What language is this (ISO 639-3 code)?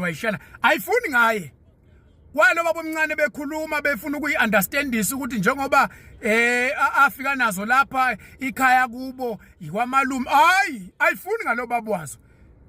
zul